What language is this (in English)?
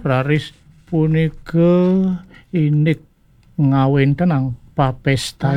Balinese